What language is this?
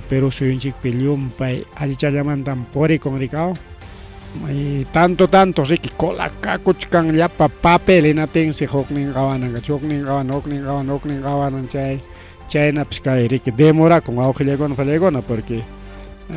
Ayacucho Quechua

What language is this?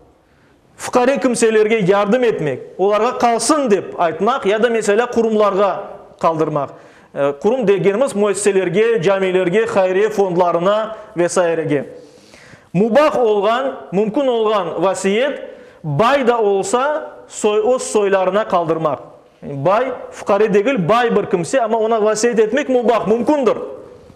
Crimean Tatar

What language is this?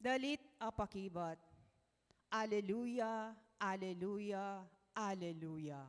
Pampanga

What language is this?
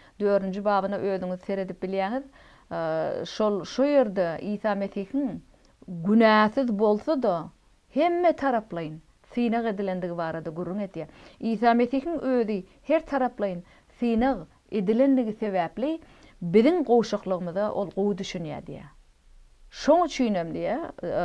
Turkmen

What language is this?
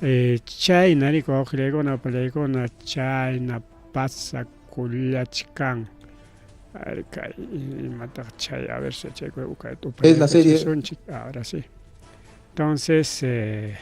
Ayacucho Quechua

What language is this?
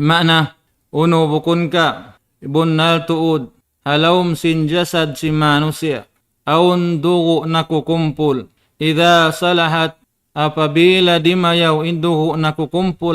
Tausug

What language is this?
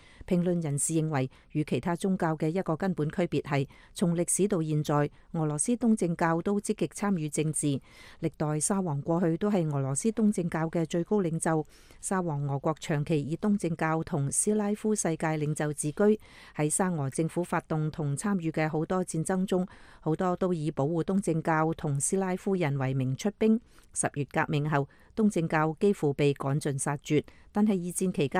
Cantonese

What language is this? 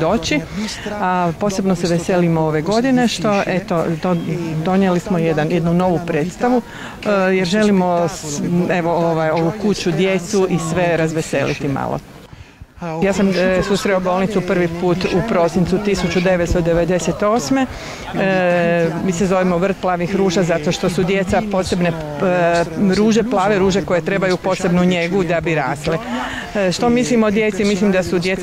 Croatian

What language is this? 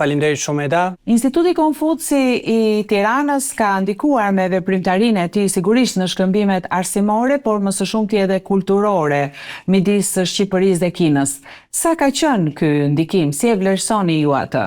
Albanian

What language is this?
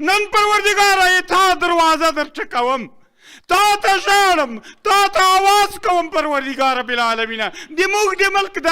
Pashto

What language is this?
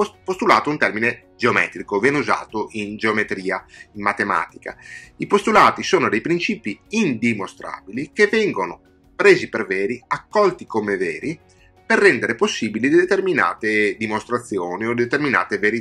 Italian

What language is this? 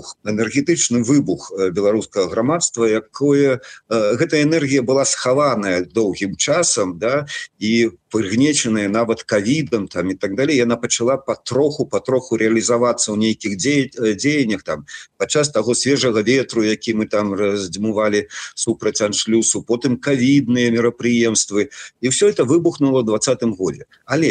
Belarusian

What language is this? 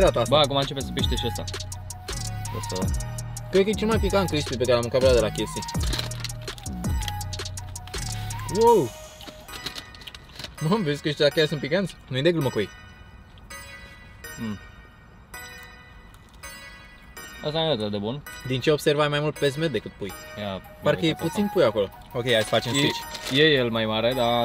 Romanian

